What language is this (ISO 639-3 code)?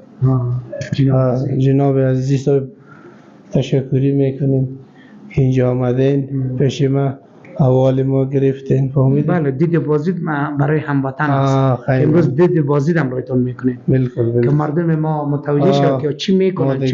fas